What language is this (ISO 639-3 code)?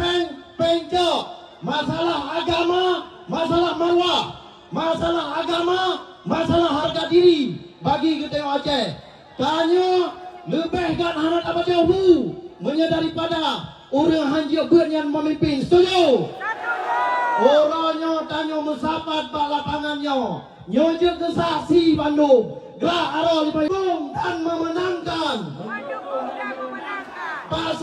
ace